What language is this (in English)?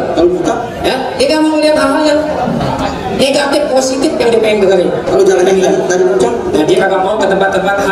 Betawi